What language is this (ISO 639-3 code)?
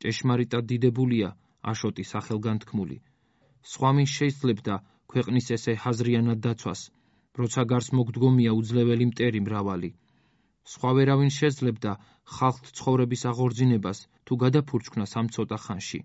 kat